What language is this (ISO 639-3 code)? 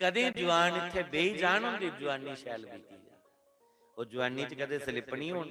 doi